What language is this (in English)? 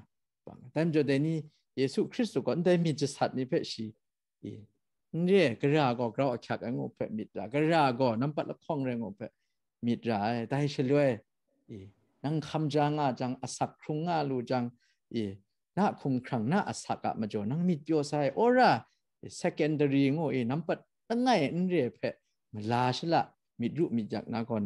Kachin